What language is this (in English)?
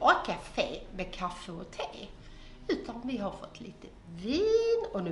Swedish